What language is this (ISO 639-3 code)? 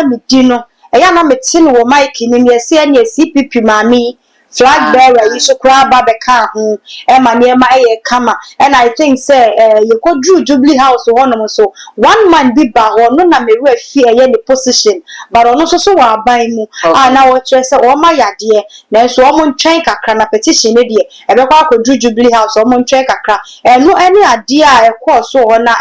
aka